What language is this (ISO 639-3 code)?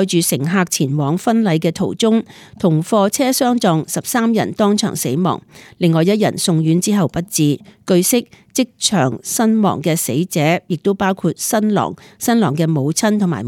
yue